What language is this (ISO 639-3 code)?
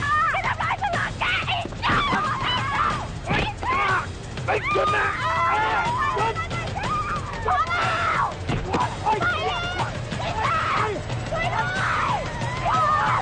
tha